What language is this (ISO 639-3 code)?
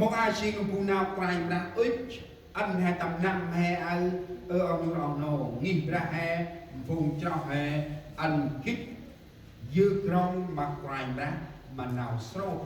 cmo